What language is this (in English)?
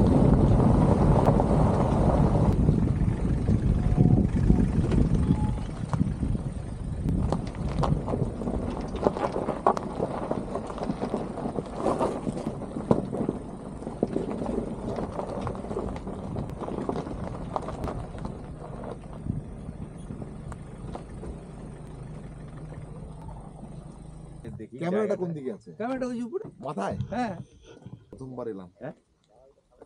Bangla